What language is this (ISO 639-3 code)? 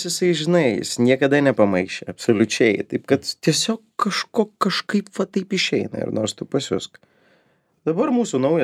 lit